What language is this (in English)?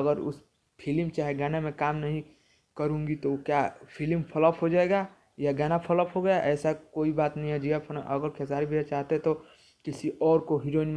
Bhojpuri